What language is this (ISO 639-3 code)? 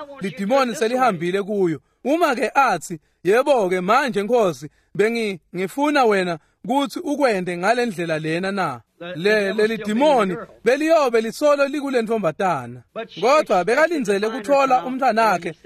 ssw